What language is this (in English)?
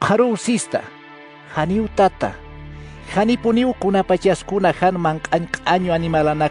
Aymara